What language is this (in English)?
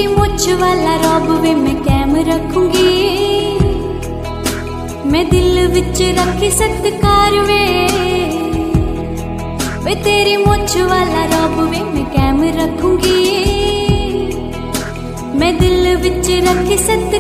Punjabi